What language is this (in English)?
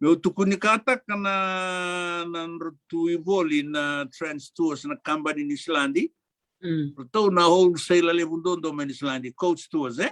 Fijian